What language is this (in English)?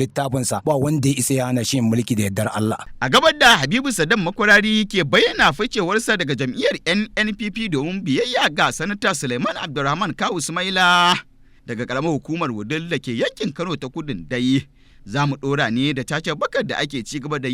Hausa